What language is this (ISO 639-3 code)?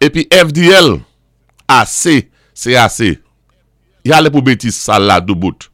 acf